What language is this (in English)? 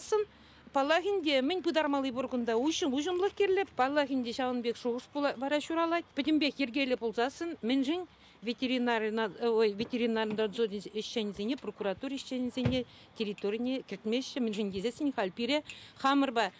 Chuvash